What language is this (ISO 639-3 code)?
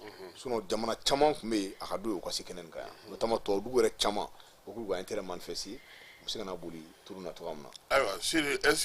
bam